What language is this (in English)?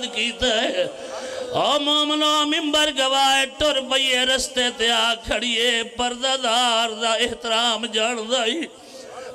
Pahari-Potwari